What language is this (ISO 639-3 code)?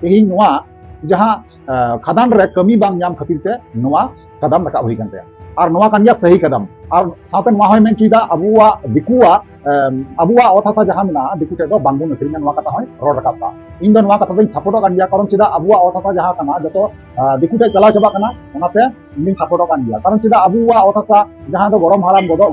sat